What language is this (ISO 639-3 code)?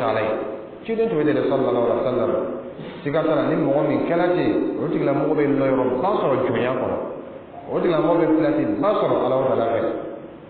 dyu